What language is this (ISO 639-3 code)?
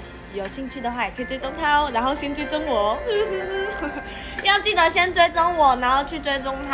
zho